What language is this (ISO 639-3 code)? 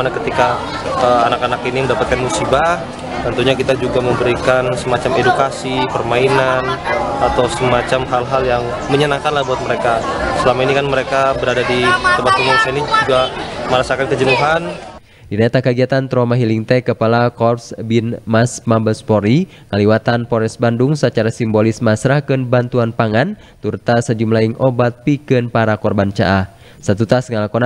sun